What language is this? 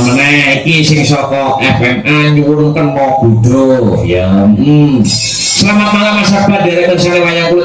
Javanese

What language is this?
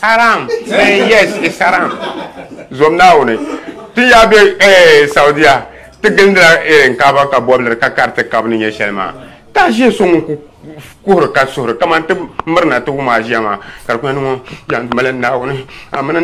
Dagbani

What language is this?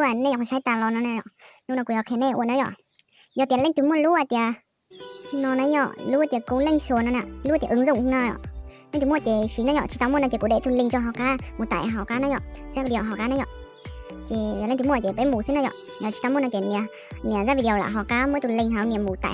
Hmong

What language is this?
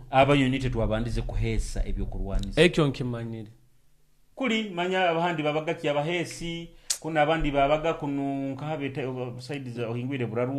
Nyoro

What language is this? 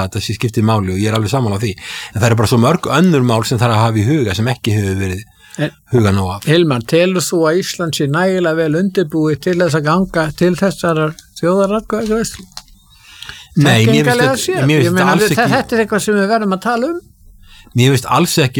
Icelandic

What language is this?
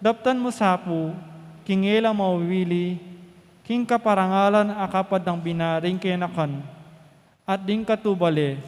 Pampanga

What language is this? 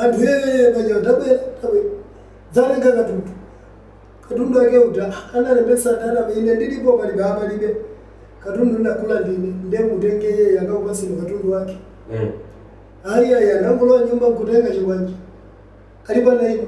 Nyanja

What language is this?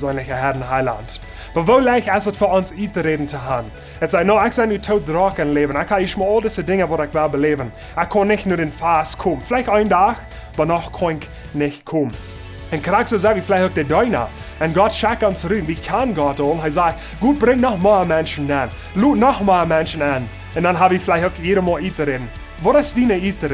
Plautdietsch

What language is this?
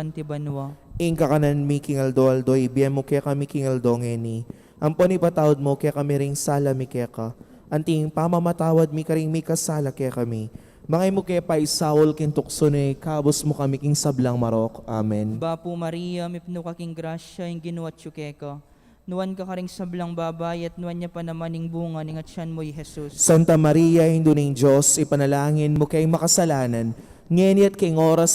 Pampanga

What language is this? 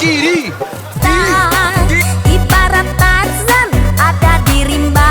Minangkabau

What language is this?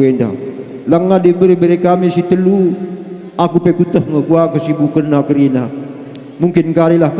Batak Karo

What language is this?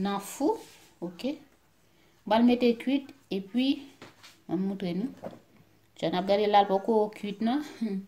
Haitian Creole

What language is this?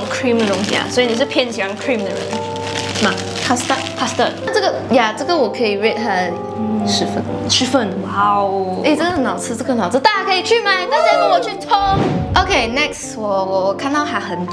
Chinese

